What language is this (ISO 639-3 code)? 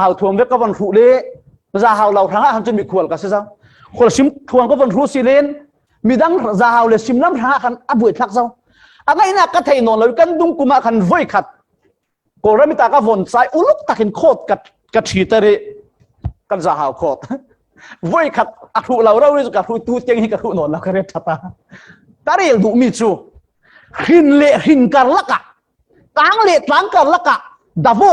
cfm